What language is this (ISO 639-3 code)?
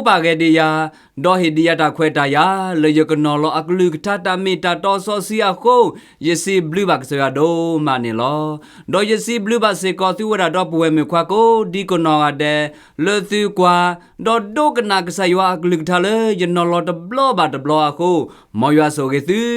ksw